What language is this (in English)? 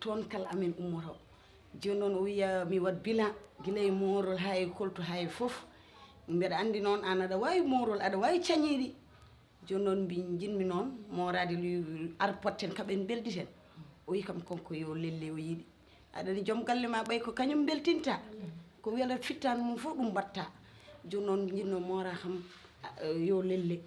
Fula